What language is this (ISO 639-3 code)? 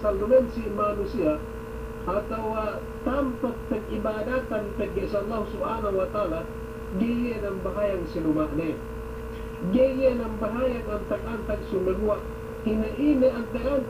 yka